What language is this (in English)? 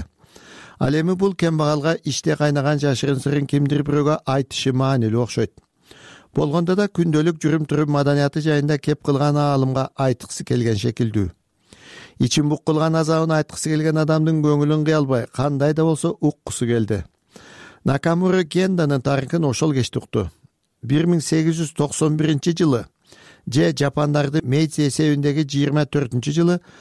Kyrgyz